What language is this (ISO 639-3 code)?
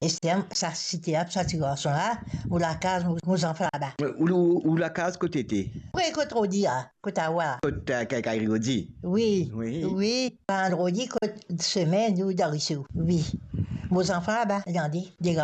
mfe